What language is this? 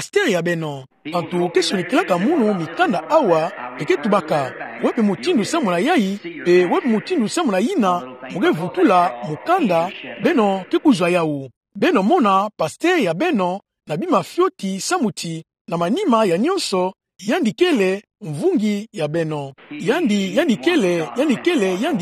Kituba (Democratic Republic of Congo)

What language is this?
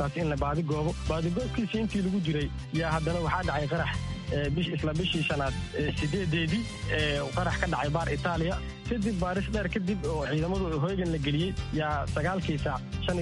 Somali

